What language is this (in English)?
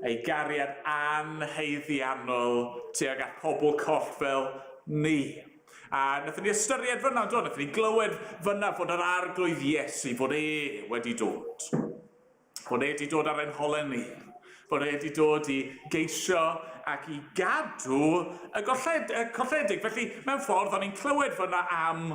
Welsh